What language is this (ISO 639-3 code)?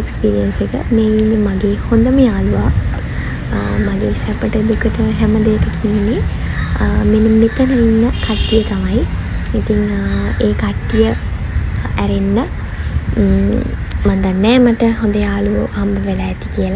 sin